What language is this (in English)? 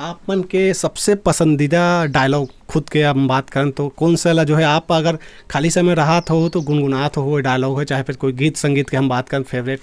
Chhattisgarhi